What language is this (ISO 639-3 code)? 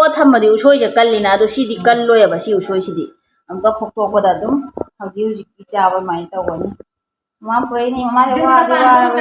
mni